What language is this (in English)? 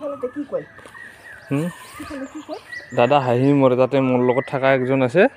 Assamese